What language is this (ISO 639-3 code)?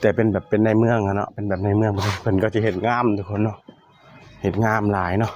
tts